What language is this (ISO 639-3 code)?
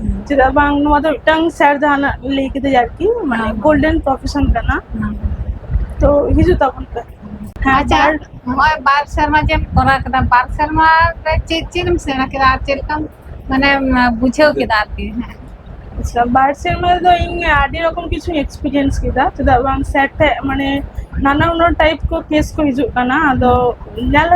sat